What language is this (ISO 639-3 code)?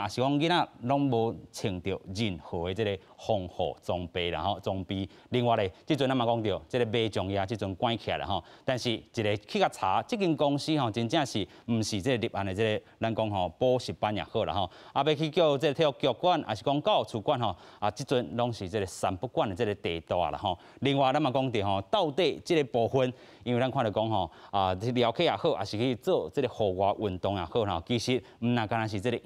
nan